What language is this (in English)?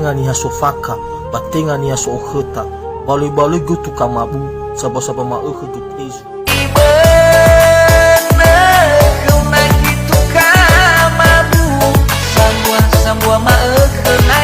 Nias